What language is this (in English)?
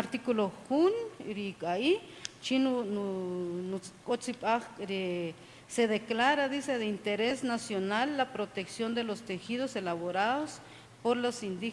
Kaqchikel